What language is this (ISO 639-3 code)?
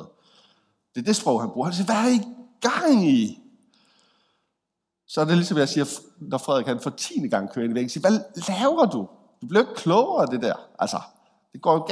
dan